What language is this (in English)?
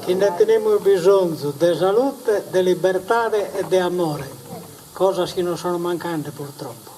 Sardinian